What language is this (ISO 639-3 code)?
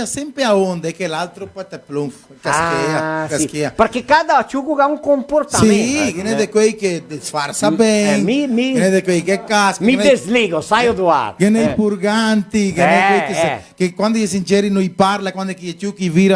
vec